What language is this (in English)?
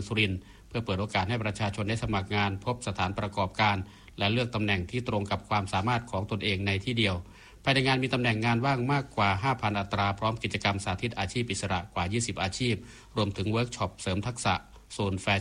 Thai